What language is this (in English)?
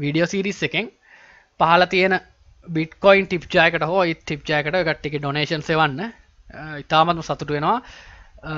Sinhala